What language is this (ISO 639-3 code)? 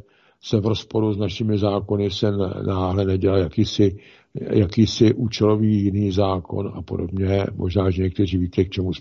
ces